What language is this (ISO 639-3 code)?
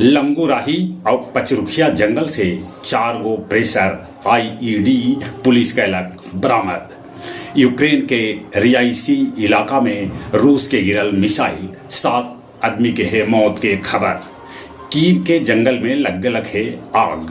mag